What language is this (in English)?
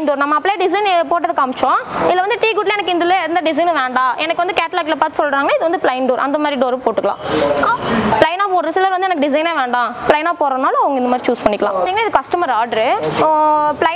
Tamil